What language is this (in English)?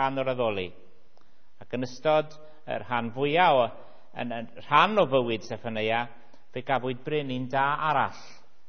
Welsh